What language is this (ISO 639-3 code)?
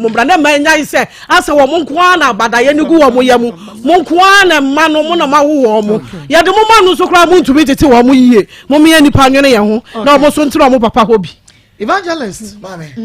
aka